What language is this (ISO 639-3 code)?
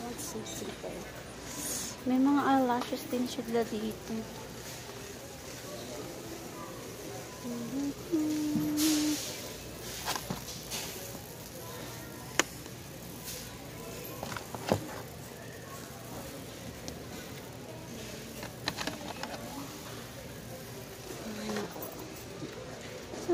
fil